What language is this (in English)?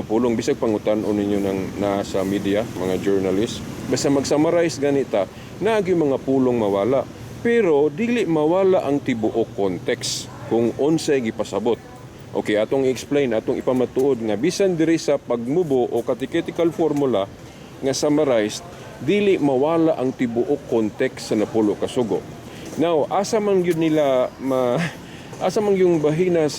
Cebuano